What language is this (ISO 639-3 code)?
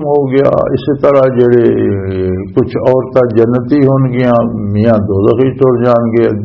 lah